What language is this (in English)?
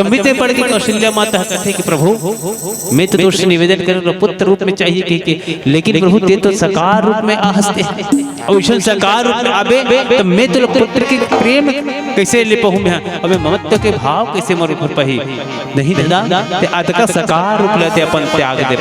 Chhattisgarhi